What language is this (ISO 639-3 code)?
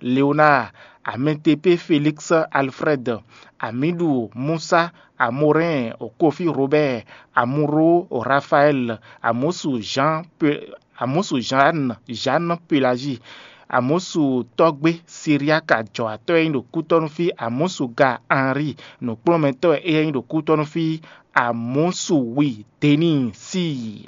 fon